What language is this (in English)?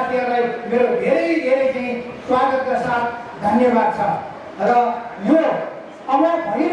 Nepali